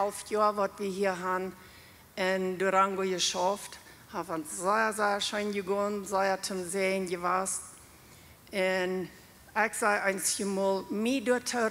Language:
Plautdietsch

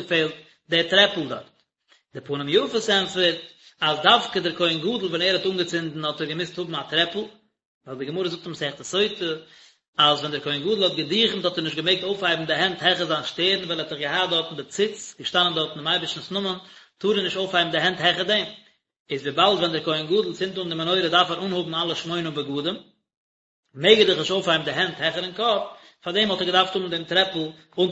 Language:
Yiddish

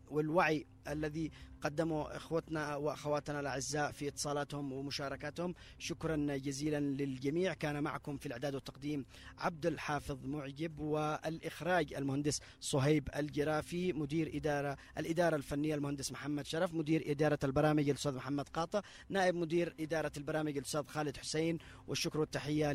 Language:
Arabic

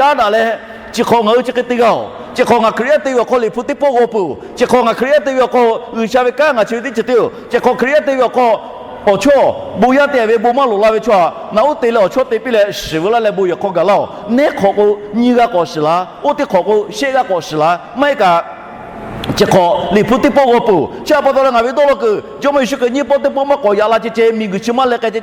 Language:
Lahu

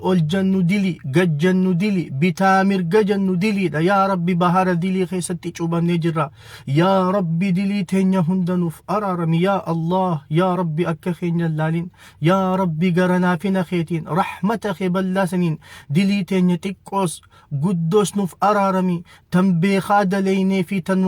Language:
Oromo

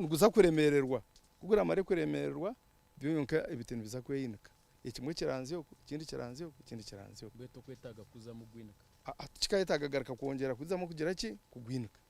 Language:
Nyankole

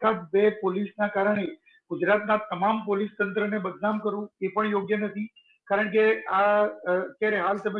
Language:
Gujarati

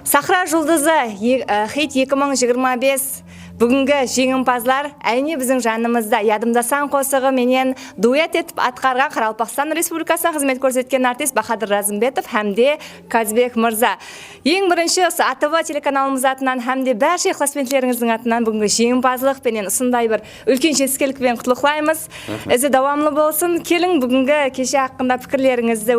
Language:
Kara-Kalpak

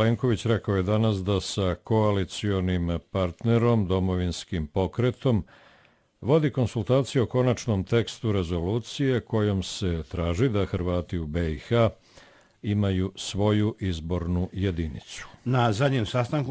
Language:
Bosnian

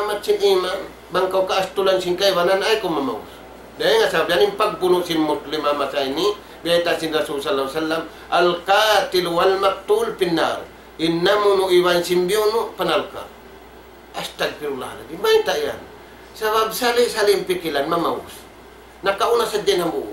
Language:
Tausug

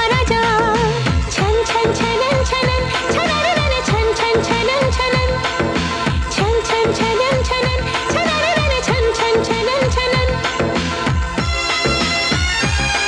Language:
Hindi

